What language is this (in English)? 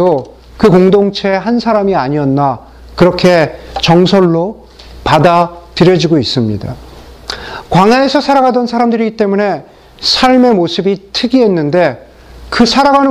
Korean